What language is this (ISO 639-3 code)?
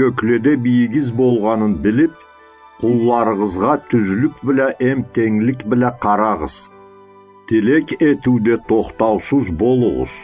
krc